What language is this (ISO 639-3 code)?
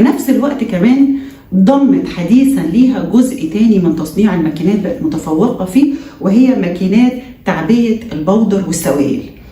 arz